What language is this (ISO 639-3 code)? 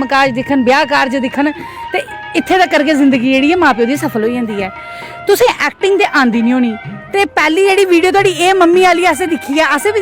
doi